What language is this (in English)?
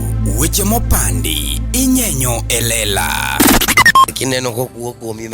Luo (Kenya and Tanzania)